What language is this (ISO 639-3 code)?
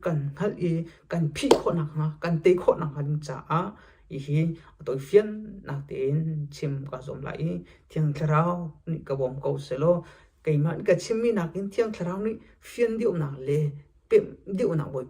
cnh